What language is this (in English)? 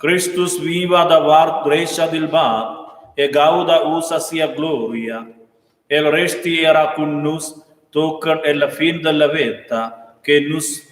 Romansh